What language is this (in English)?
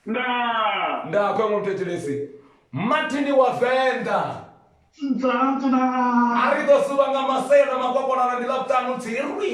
Venda